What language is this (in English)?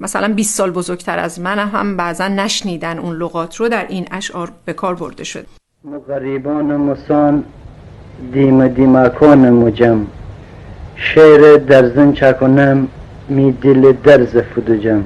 Gilaki